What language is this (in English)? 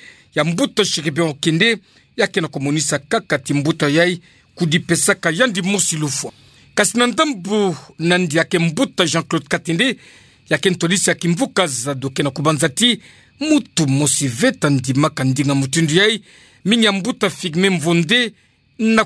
Kituba (Democratic Republic of Congo)